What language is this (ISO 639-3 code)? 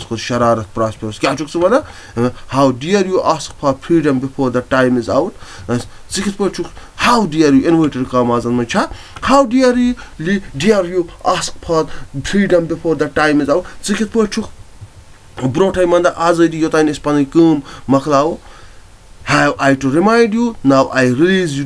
kas